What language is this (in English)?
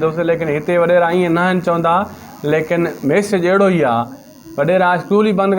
Sindhi